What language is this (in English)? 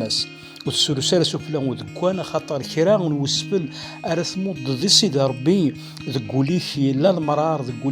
Kabyle